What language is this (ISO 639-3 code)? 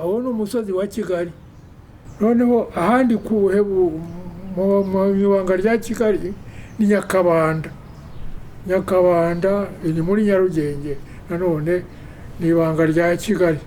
kin